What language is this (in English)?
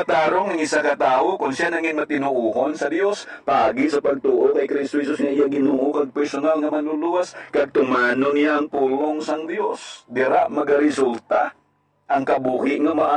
Hiligaynon